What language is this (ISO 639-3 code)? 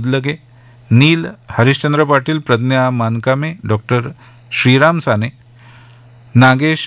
mar